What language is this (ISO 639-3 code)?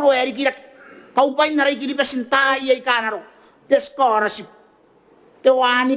gil